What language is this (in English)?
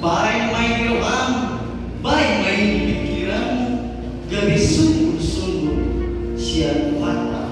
Batak Toba